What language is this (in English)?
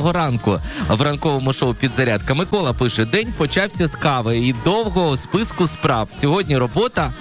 Ukrainian